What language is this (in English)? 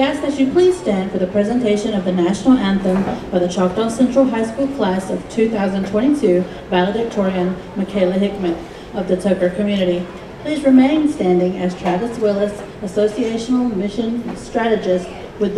English